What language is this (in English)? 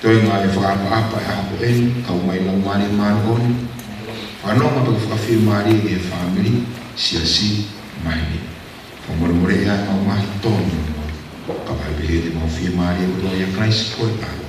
Tongan